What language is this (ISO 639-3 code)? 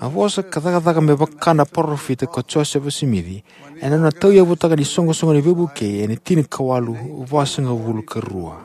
fij